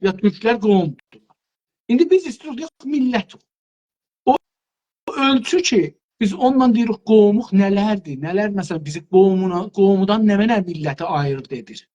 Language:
South Azerbaijani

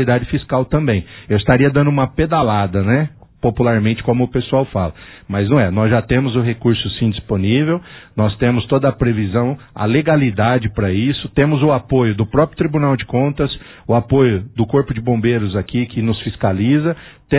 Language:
Portuguese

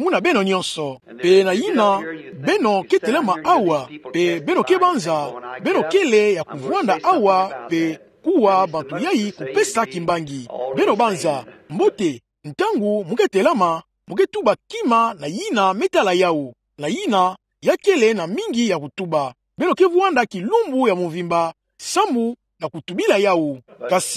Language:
Kituba (Democratic Republic of Congo)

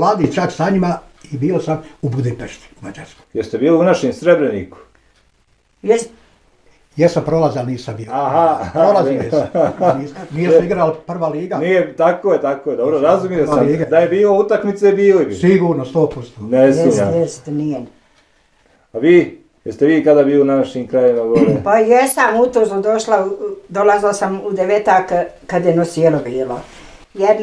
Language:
Bosnian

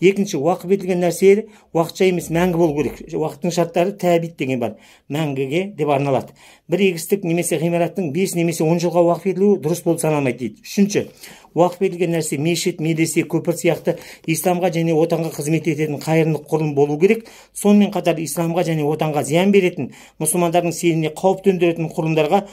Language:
Kazakh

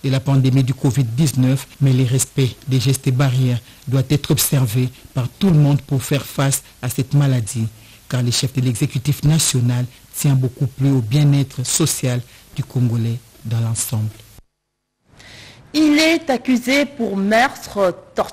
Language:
French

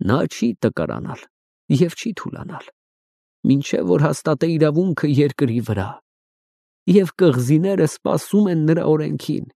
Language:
Armenian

